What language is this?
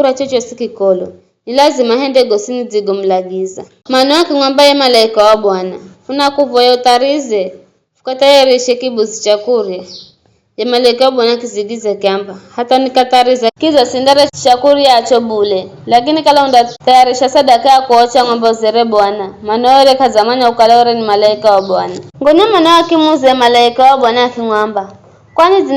Giryama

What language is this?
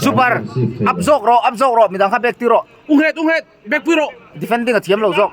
Mizo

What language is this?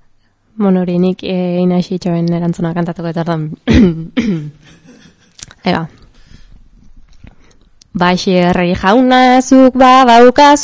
Basque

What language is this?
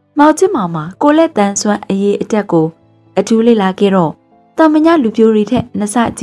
Burmese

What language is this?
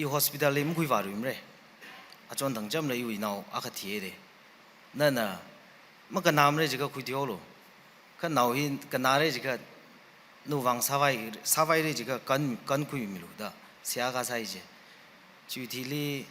Tangkhul Naga (India)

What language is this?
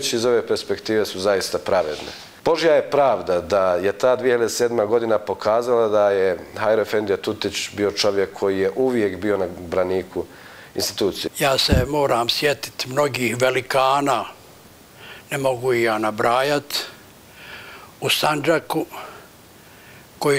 Bosnian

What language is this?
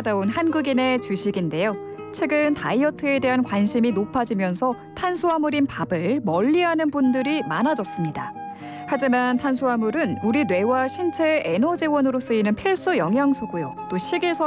Korean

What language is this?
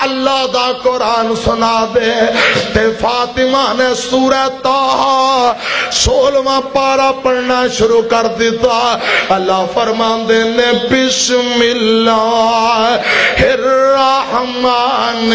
Western Panjabi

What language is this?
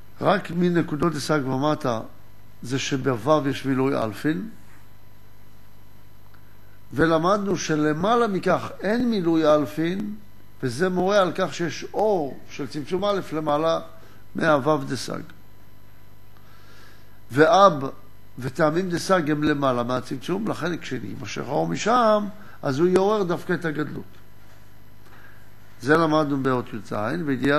Hebrew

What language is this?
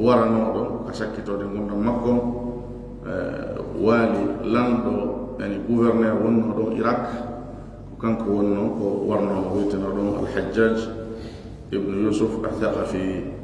Fula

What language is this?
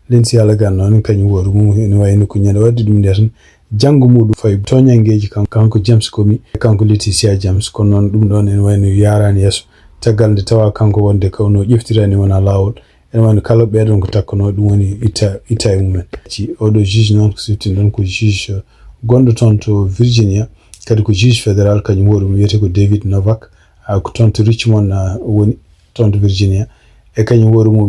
Fula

